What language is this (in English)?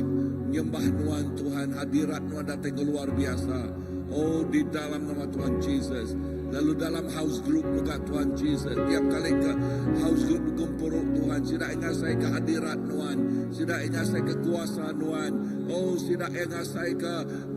Iban